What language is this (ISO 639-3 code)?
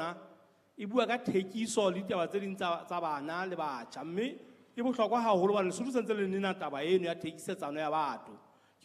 sot